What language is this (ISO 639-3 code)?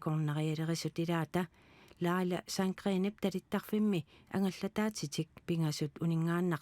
kal